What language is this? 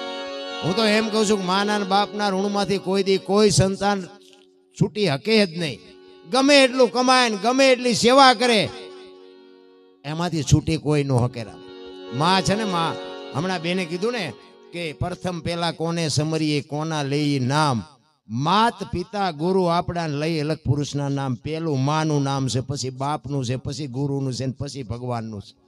Gujarati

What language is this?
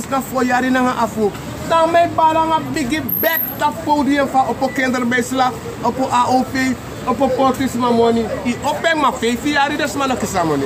Sranan Tongo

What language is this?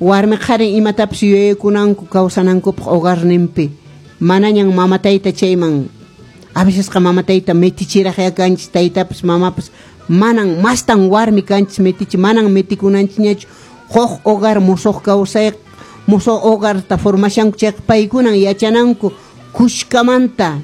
Quechua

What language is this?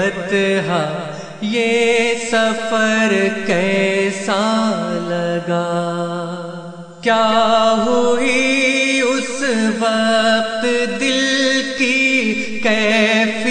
Urdu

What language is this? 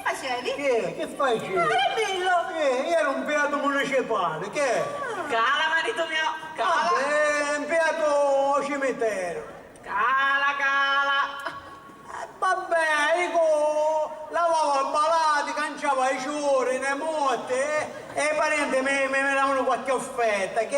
Sicilian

